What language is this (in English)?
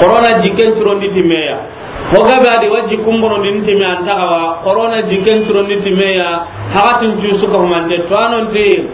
Soninke